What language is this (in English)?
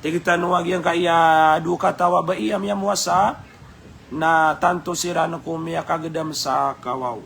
Maranao